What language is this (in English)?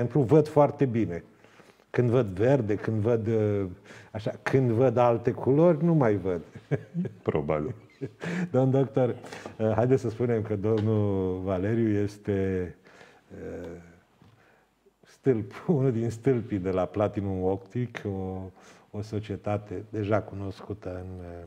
Romanian